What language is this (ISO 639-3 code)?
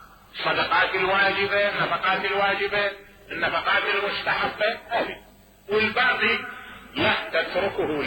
acm